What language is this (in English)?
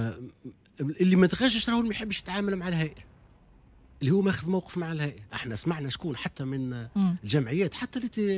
Tunisian Arabic